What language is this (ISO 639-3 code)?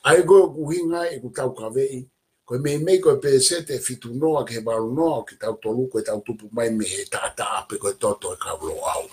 ton